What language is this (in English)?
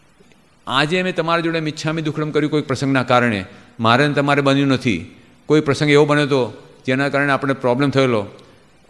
Gujarati